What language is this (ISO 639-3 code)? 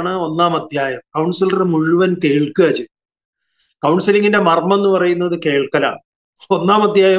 mal